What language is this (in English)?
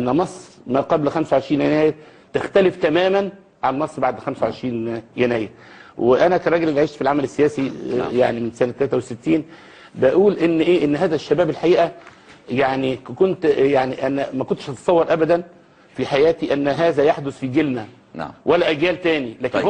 Egyptian Arabic